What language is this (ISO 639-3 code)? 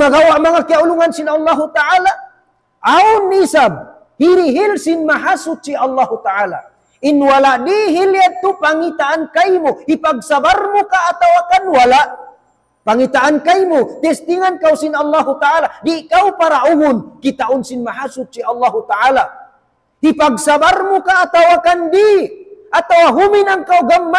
tsg